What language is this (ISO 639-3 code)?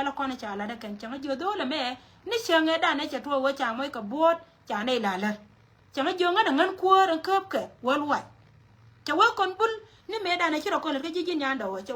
nus